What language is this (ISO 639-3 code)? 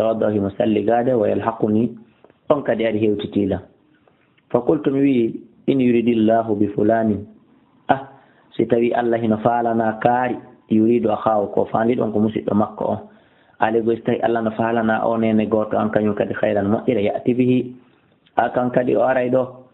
ful